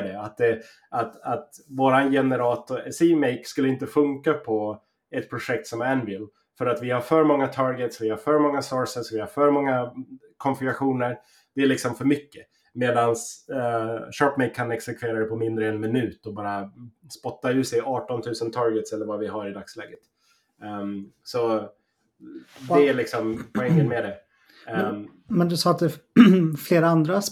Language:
Swedish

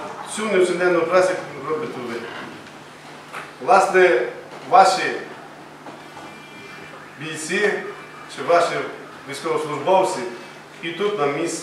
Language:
Ukrainian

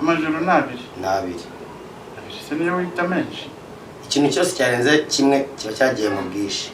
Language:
Kinyarwanda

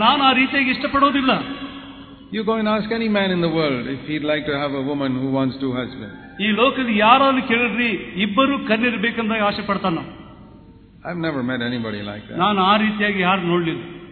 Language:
Kannada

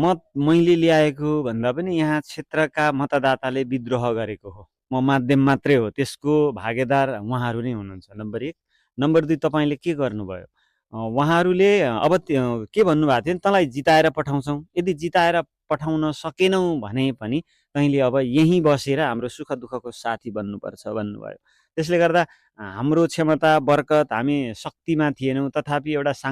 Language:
Nepali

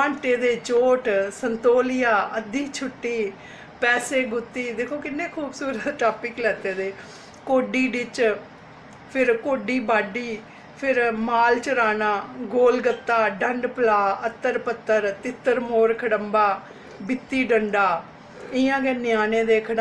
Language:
Dogri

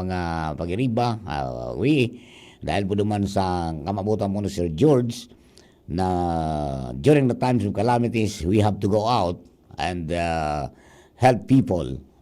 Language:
Bikol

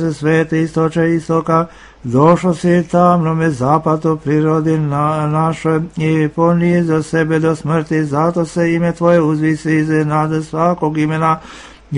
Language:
Serbian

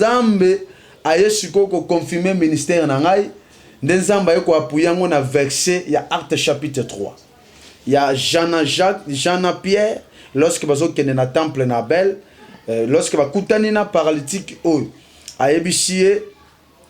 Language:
Lingala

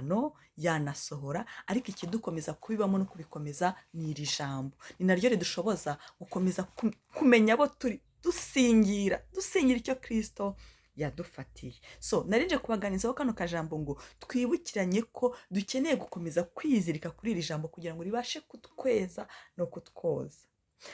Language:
Kinyarwanda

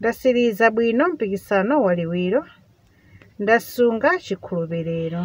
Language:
Nyanja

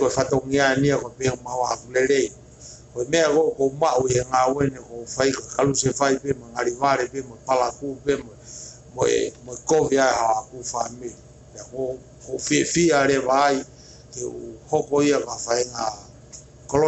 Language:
Tongan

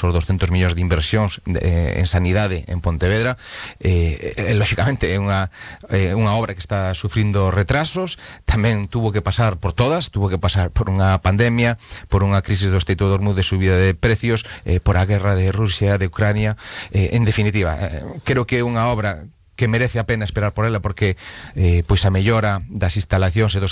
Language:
Galician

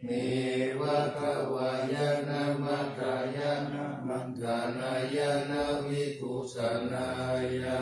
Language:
Pali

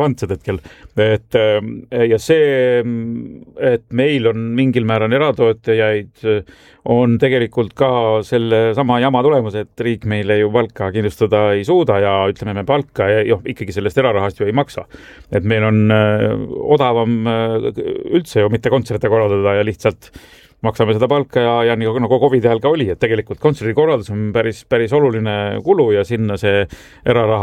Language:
Estonian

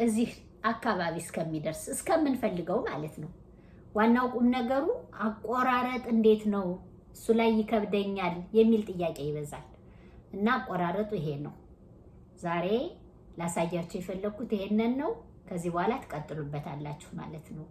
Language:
Amharic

